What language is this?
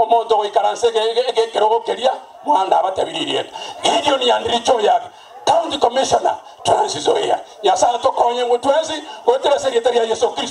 Gusii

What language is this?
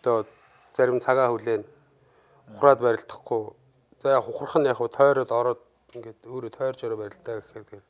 Mongolian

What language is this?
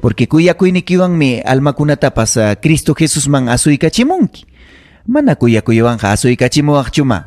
Ayacucho Quechua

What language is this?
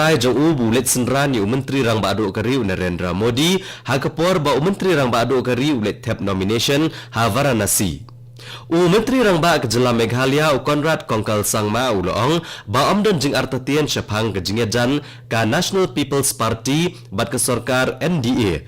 Khasi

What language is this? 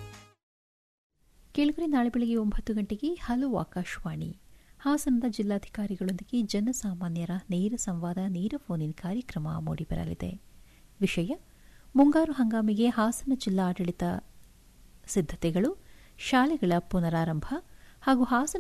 Kannada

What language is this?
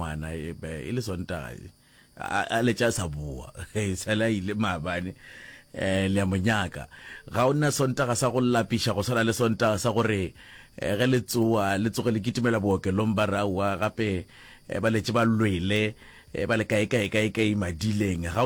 Northern Sotho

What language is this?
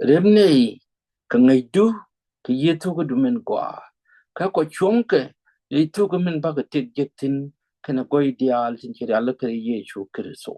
Nuer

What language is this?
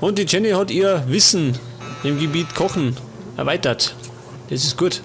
Bavarian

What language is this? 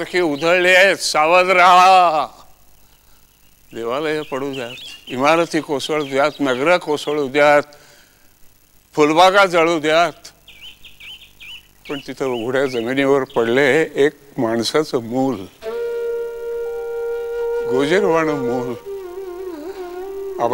Marathi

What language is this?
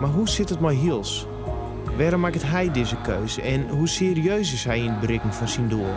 Western Frisian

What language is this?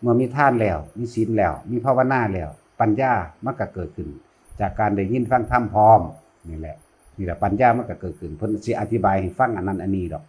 Northeastern Thai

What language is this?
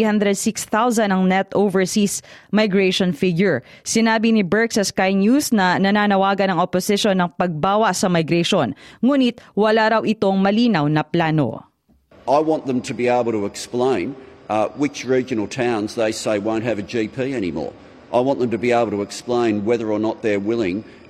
Filipino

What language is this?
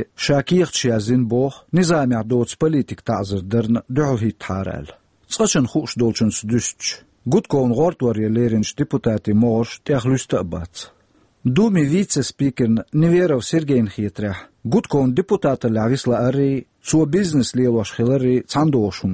Chechen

